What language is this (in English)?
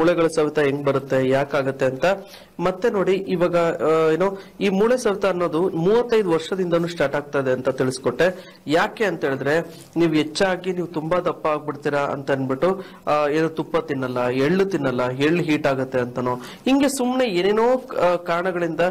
Kannada